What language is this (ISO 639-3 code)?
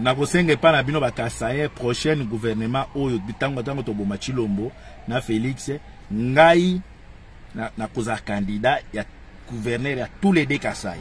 lin